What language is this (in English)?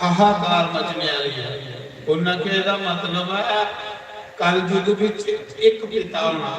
Dogri